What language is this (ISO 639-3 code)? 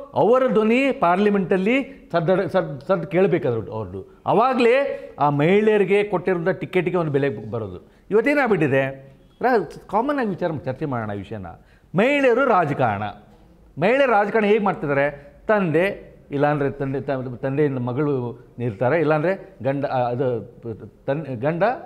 kan